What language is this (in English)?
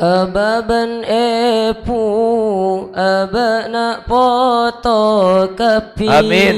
Madurese